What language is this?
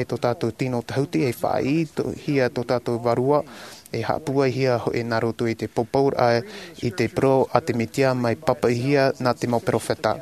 Tahitian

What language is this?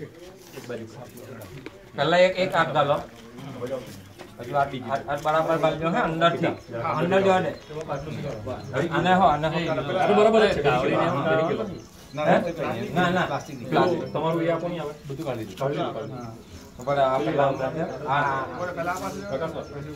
Gujarati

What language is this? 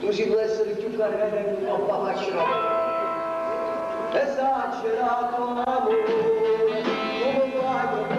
Neapolitan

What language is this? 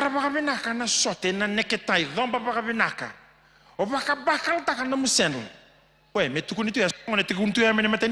Fijian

